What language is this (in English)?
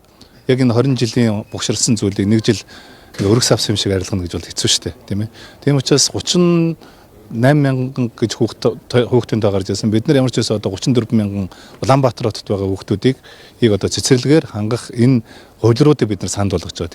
Mongolian